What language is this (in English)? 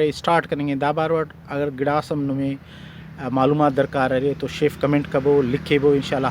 Brahui